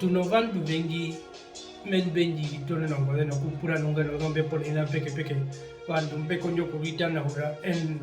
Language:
Herero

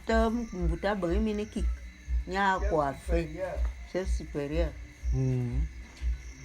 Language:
Bulu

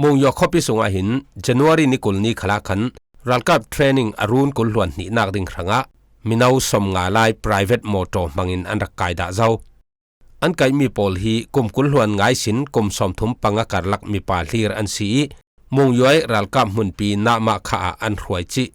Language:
Falam Chin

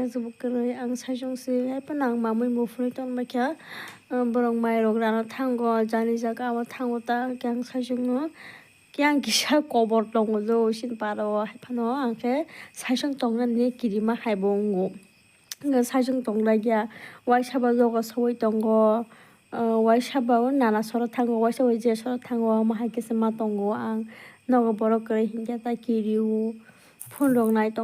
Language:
Kok Borok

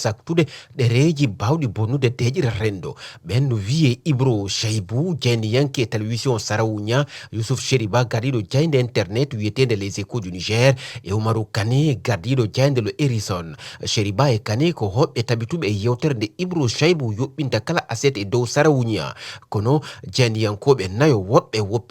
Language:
Fula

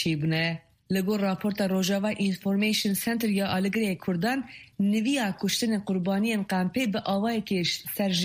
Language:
Kurdish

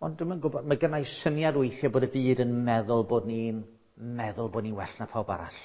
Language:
Welsh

